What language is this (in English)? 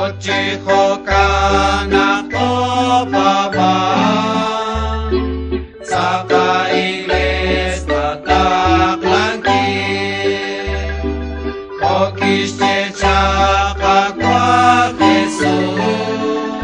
Kekchí